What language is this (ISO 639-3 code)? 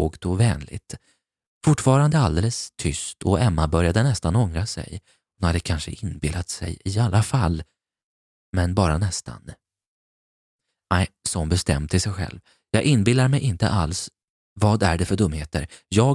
swe